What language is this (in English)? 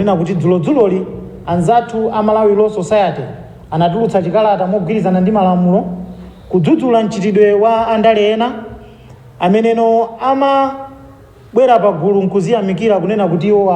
Nyanja